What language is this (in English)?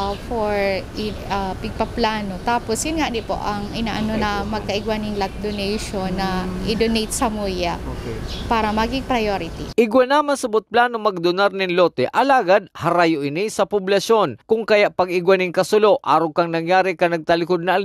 Bikol